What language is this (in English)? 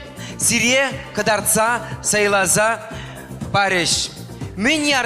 Chuvash